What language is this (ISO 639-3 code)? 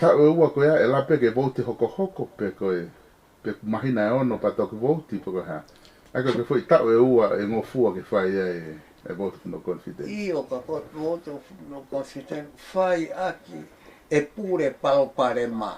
ton